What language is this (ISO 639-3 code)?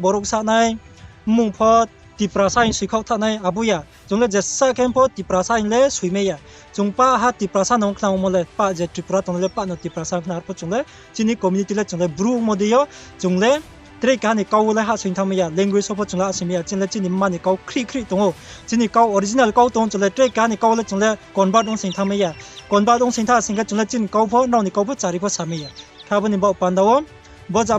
ria